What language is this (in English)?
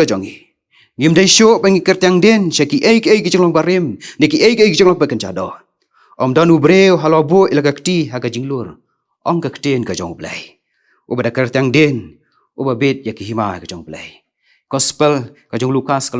Khasi